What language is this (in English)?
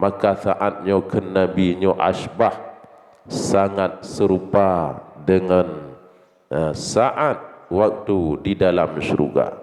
Achinese